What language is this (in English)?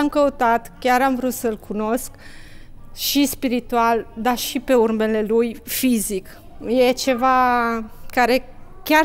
Romanian